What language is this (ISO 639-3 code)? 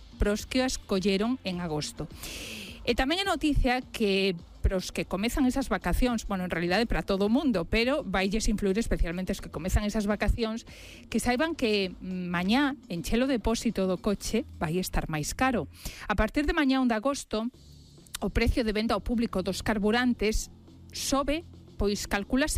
glg